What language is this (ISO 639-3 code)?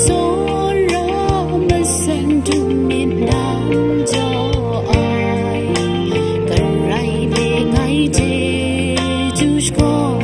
kac